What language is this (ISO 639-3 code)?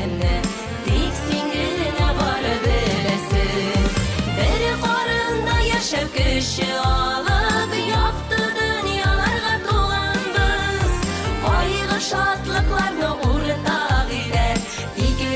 bak